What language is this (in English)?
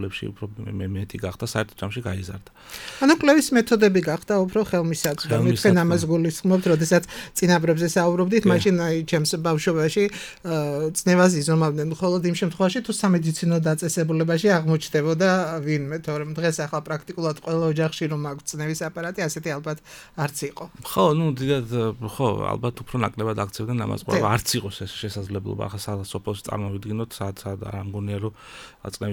Georgian